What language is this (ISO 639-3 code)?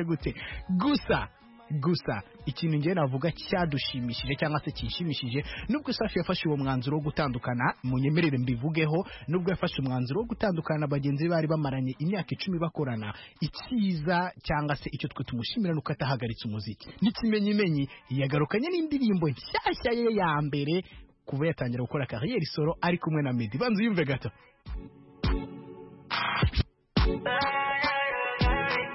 kin